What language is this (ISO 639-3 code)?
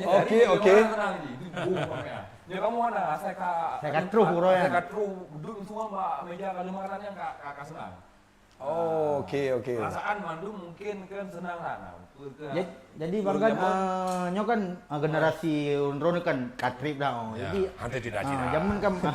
ace